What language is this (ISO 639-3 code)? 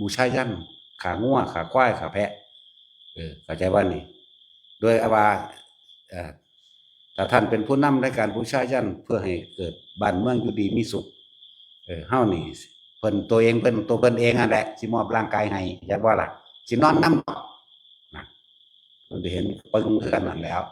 tts